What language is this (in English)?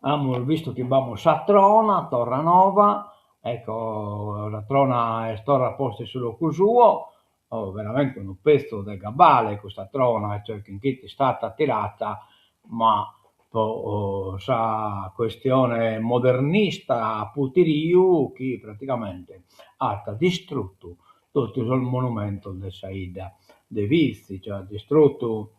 Sardinian